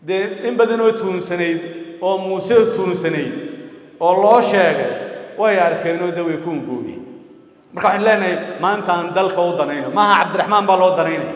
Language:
Somali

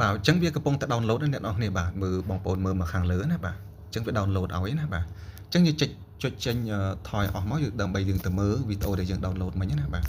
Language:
Khmer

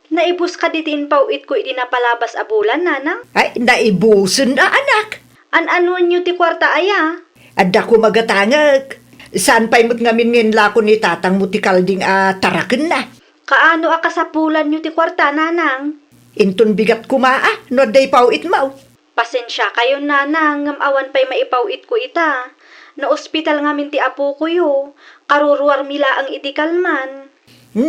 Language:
Iloko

